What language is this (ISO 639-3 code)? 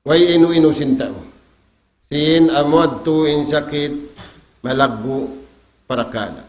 tsg